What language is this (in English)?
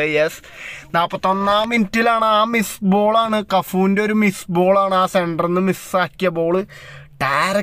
Malayalam